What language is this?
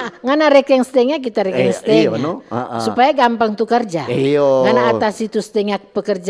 Manado Malay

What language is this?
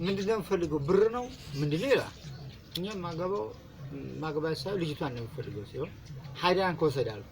Amharic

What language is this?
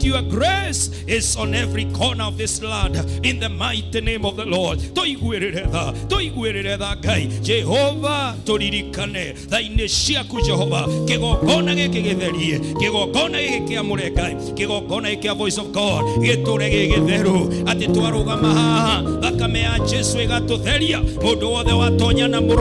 Kikuyu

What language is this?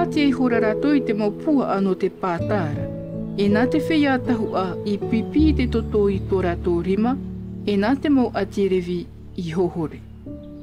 Tahitian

